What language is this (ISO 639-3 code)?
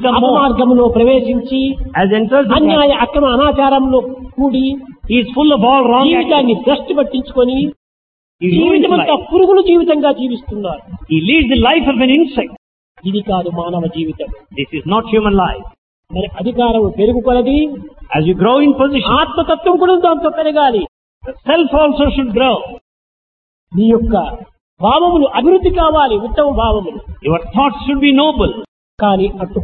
tel